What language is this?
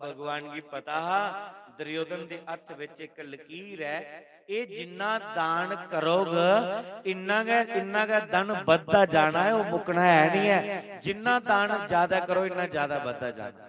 Dogri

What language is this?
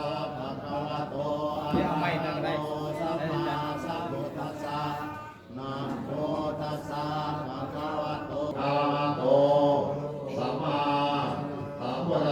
Pali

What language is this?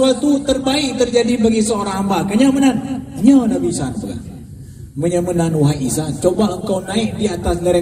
Achinese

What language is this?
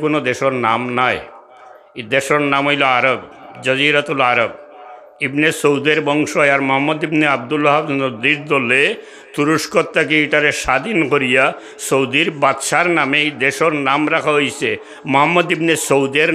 Sylheti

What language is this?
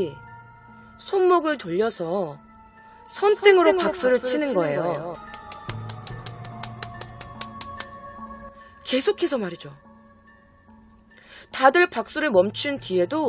Korean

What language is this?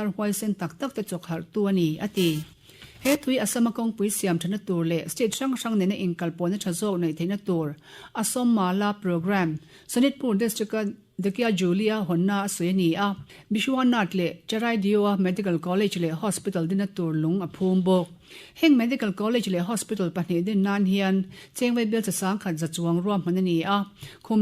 Mizo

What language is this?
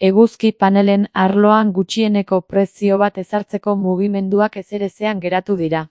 Basque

